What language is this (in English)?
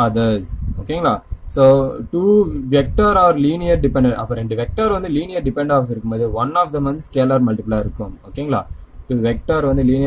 Tamil